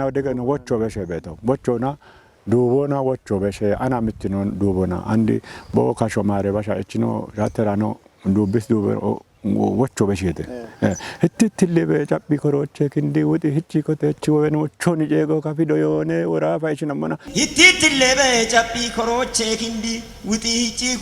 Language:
Kafa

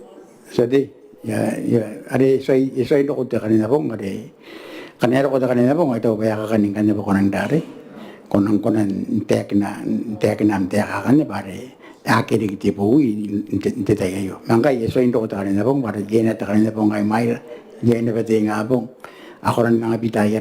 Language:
Gilbertese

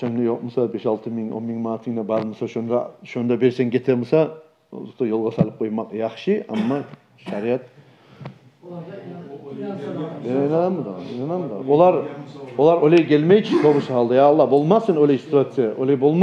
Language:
Kumyk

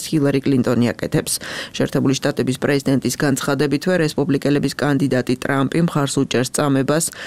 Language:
Georgian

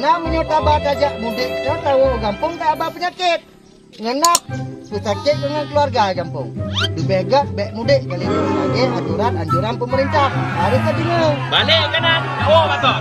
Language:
Achinese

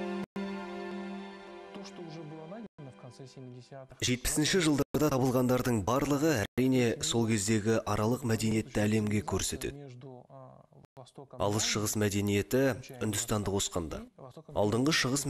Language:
Kazakh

